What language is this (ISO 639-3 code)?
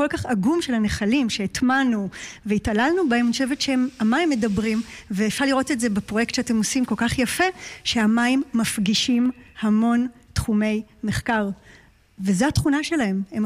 heb